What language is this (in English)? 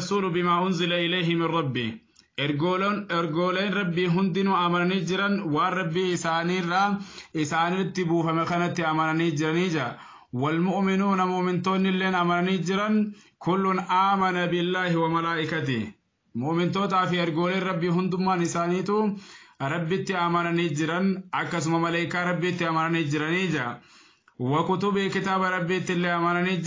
Oromo